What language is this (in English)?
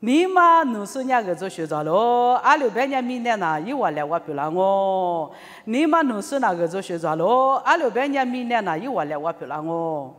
Lisu